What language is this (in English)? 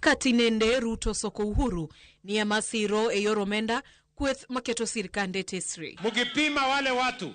Luo (Kenya and Tanzania)